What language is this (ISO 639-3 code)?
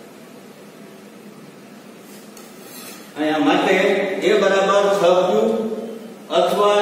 guj